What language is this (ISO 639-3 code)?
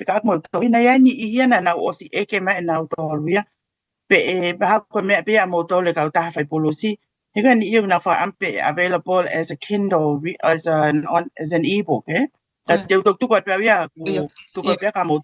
ton